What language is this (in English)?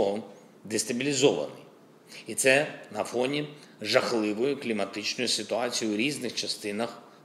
Ukrainian